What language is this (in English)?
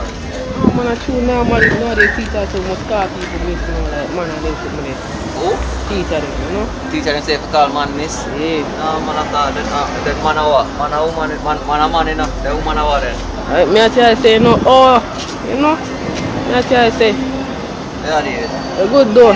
Jamaican Creole English